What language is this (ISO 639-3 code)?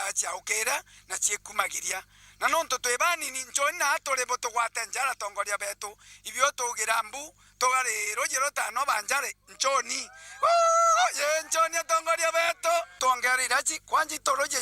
mer